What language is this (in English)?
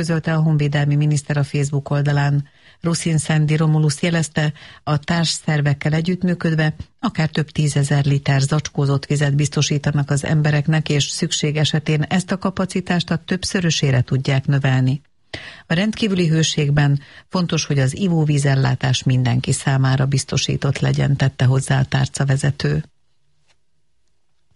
Hungarian